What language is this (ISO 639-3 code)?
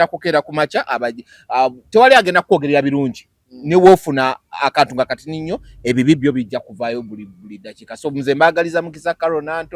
lug